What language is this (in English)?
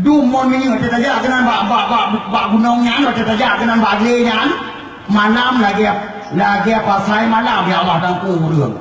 Achinese